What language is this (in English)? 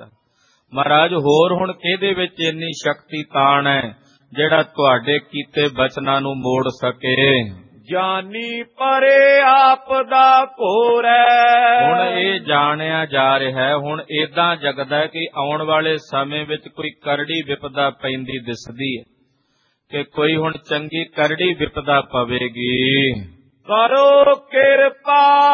Punjabi